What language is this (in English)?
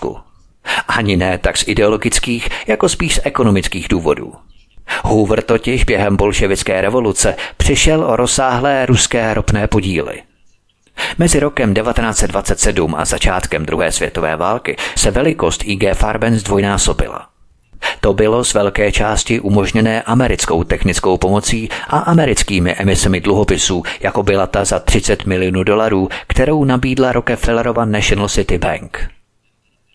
Czech